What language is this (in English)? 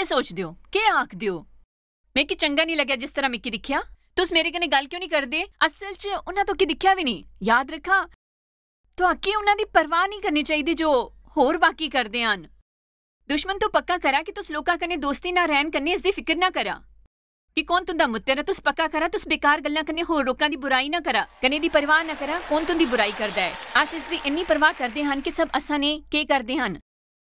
Dogri